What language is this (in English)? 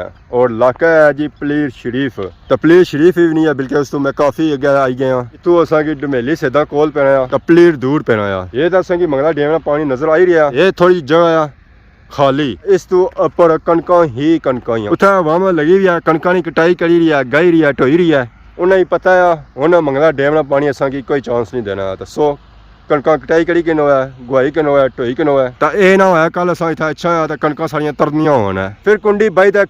Pahari-Potwari